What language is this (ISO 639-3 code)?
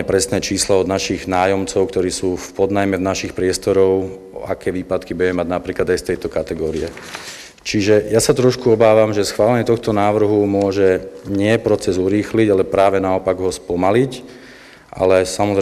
slk